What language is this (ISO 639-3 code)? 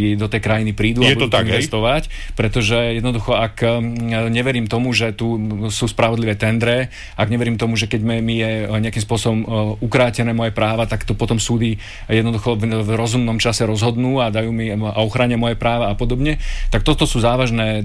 slk